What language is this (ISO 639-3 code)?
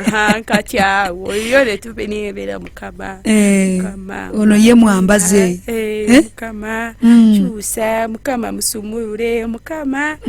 lug